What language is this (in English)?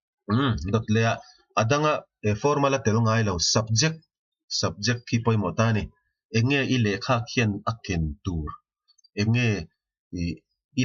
Mizo